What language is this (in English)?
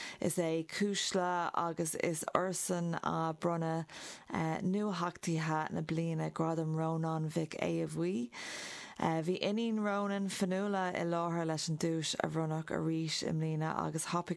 Irish